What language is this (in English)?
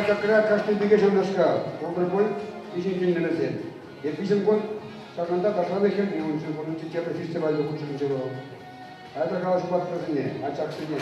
Chuvash